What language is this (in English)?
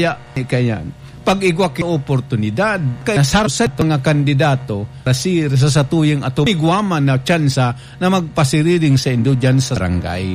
Bikol